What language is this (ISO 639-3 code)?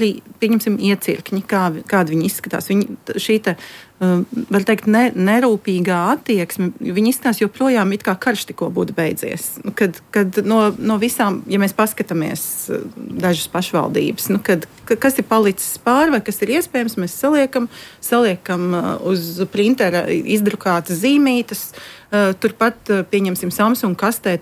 lav